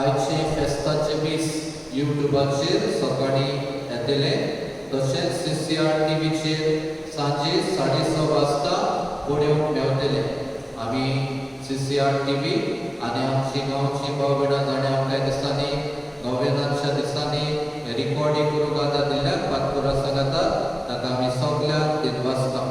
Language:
Konkani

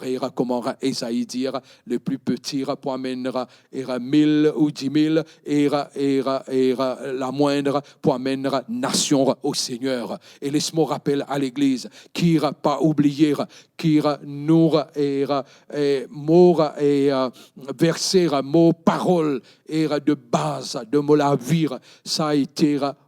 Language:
Morisyen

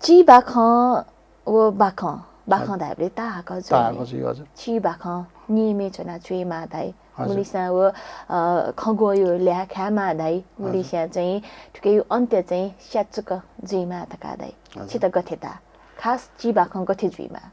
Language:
Newari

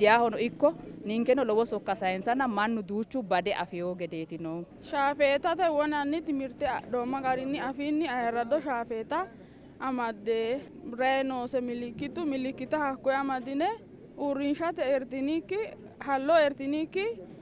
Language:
Sidamo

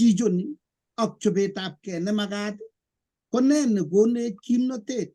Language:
Kalenjin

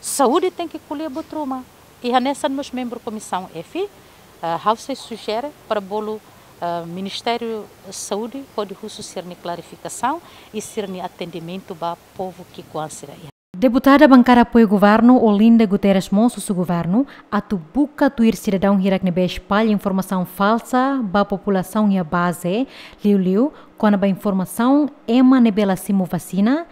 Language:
Tetum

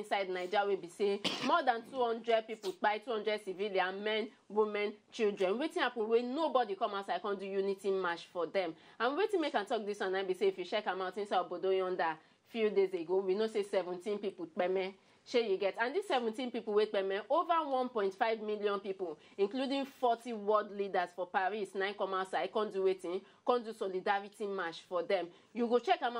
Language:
Nigerian Pidgin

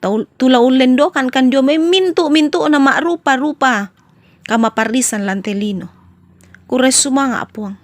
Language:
Toraja-Sa'dan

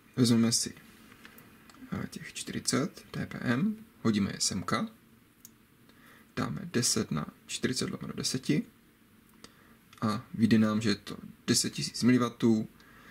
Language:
Czech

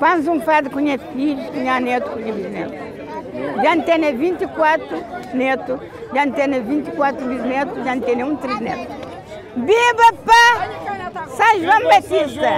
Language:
Kabuverdianu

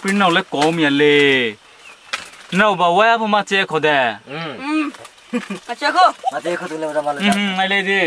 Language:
Riang (India)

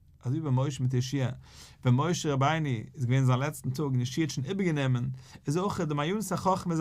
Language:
Yiddish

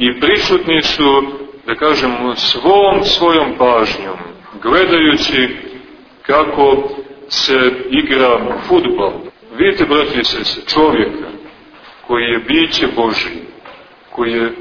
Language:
Serbian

